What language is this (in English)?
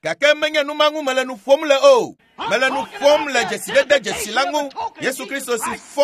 Ewe